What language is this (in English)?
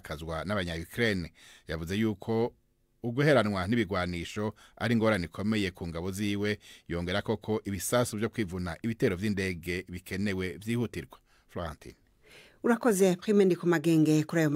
Rundi